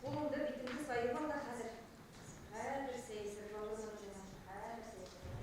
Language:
Bashkir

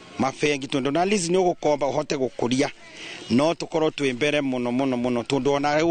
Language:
Kikuyu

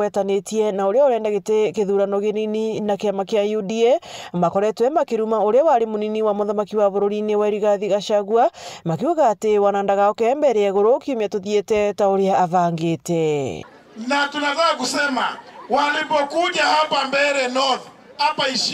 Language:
Meru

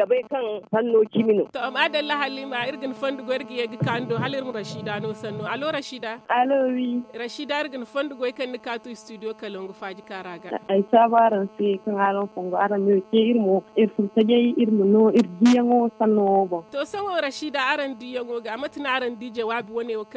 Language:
Zarma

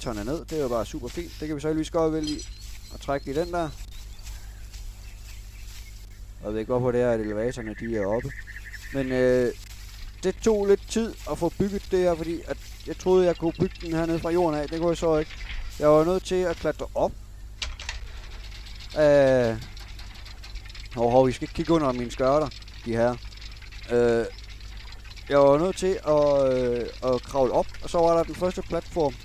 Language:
Danish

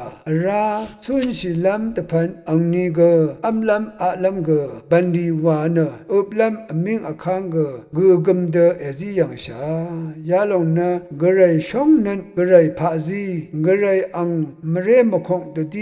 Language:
Rawang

